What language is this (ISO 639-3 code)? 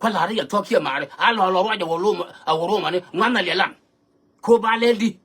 nus